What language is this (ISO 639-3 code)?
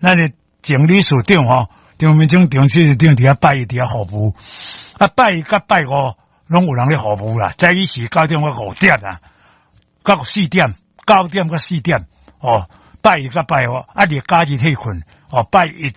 nan